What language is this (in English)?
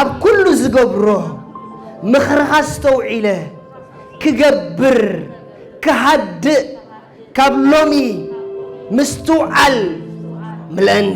Tigrinya